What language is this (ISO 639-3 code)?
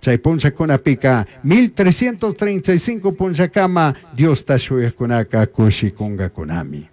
qug